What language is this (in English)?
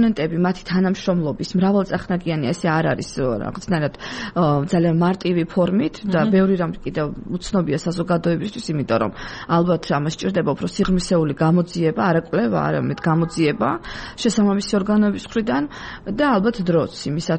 Georgian